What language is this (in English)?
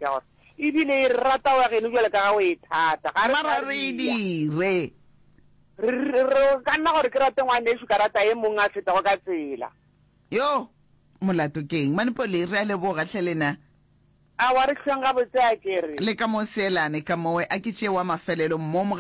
Northern Sotho